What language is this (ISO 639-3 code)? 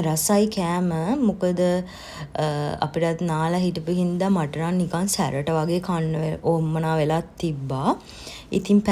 sin